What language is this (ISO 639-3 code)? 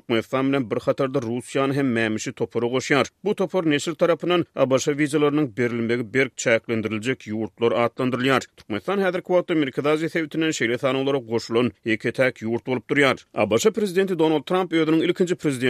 tuk